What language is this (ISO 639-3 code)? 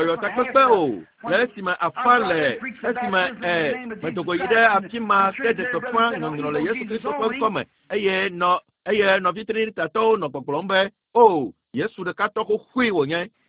ewe